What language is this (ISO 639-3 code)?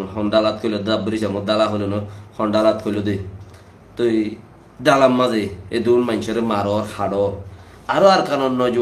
rhg